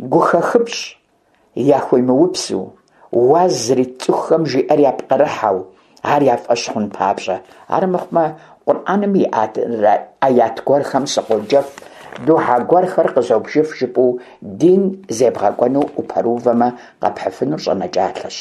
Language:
Kabardian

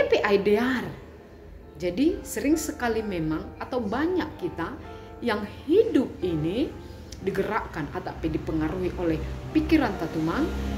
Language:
Batak Simalungun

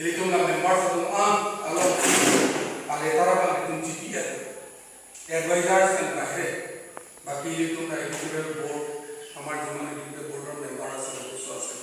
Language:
Karbi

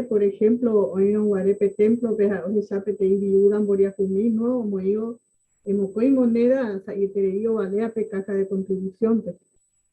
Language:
Guarani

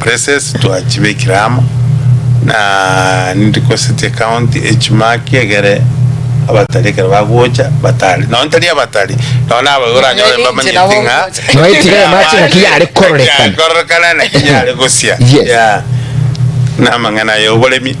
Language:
Gusii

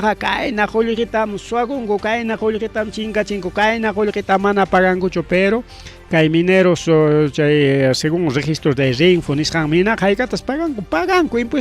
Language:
Ayacucho Quechua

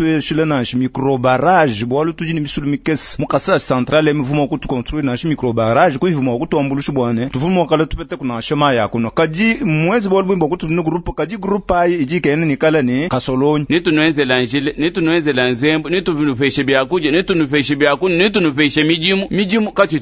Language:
Luba-Lulua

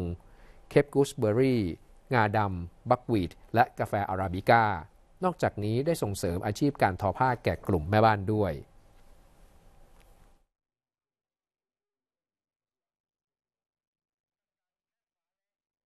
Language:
Thai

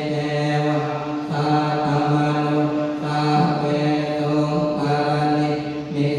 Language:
Pali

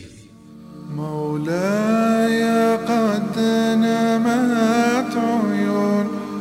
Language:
Bosnian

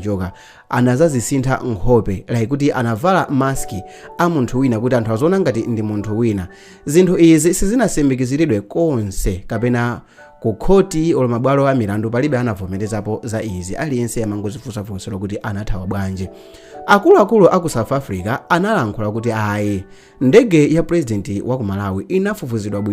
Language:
Nyanja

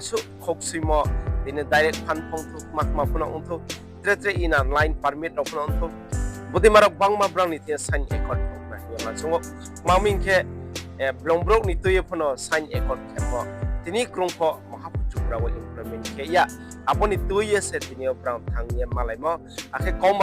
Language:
Riang (India)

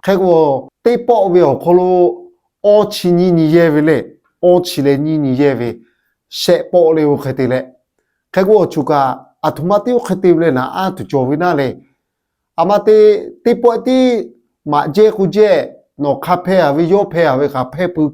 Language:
Lahu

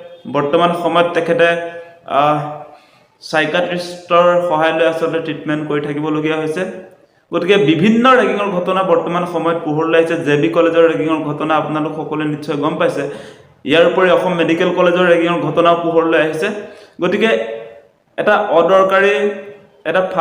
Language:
Assamese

